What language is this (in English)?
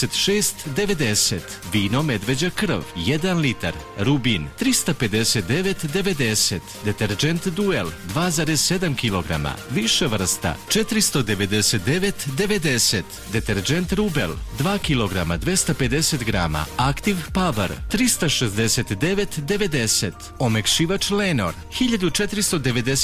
Serbian